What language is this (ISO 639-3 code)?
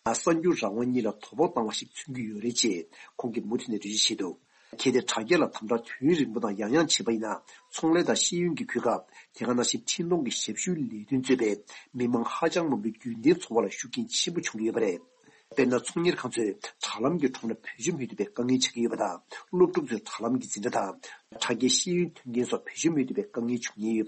bod